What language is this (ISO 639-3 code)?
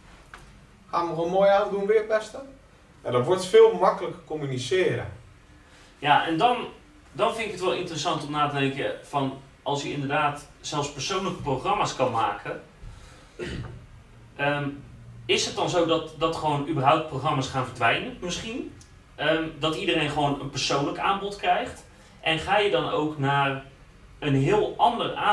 nld